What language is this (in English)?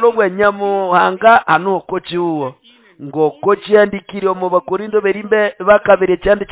Nande